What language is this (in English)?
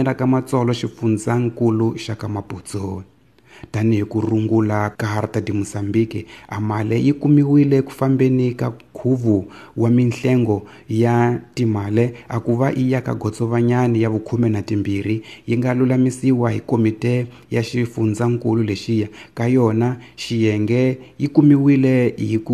Tsonga